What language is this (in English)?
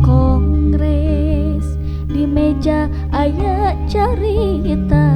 Sundanese